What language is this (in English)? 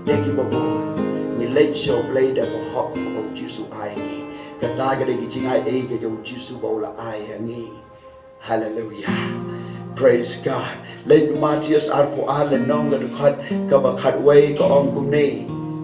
Khasi